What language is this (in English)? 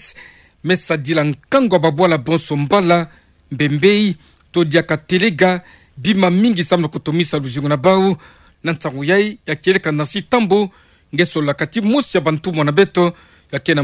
Kituba (Democratic Republic of Congo)